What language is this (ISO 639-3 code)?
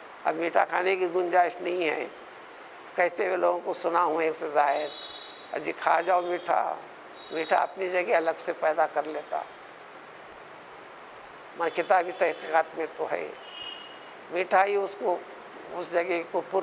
urd